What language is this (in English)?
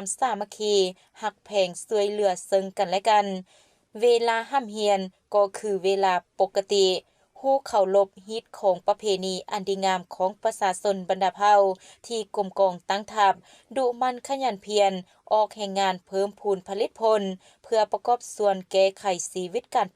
Lao